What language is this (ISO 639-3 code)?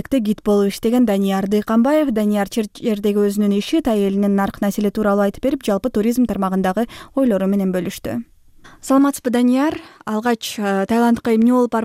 kir